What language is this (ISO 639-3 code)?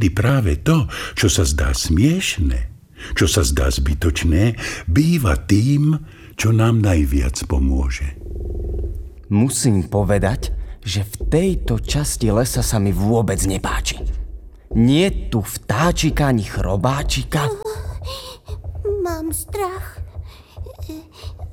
slk